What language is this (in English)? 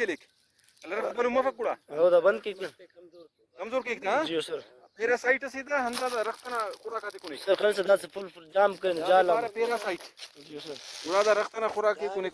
Brahui